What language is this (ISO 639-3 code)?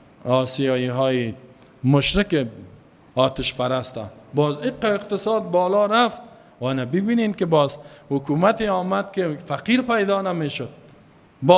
fas